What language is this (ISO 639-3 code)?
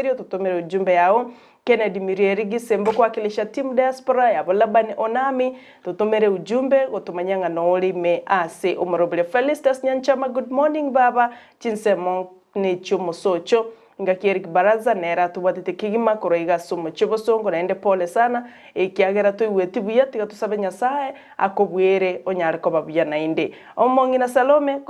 guz